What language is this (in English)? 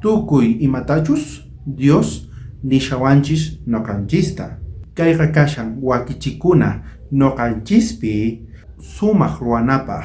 South Bolivian Quechua